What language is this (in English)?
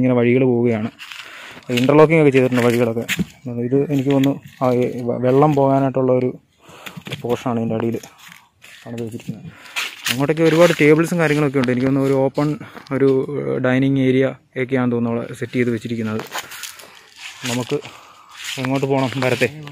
Malayalam